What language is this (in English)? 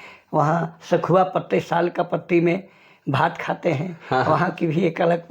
Sadri